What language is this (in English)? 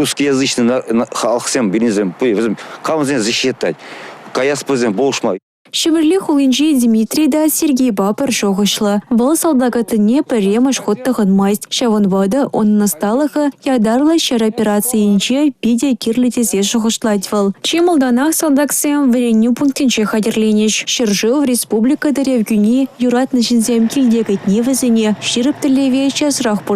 Chuvash